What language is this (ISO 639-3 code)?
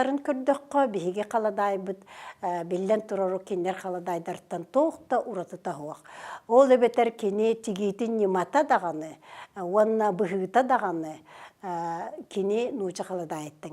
sah